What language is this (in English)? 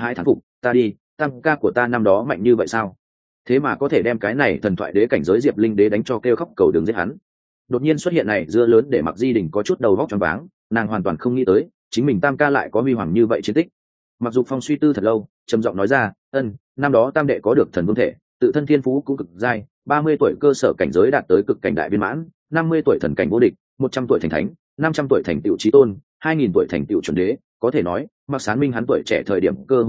Vietnamese